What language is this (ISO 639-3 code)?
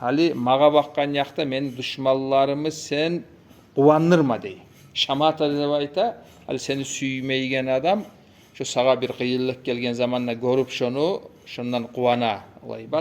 kum